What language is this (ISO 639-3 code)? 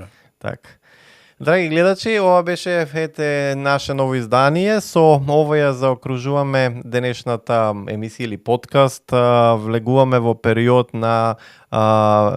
mkd